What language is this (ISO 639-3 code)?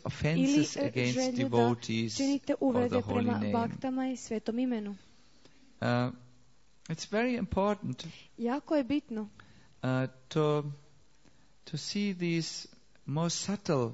hrv